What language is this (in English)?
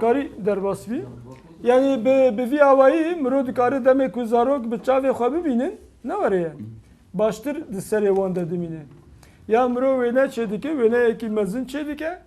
Kurdish